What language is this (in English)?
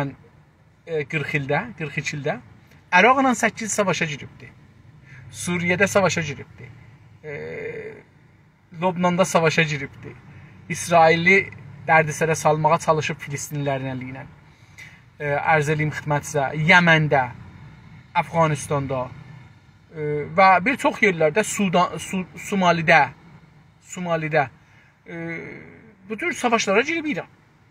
South Azerbaijani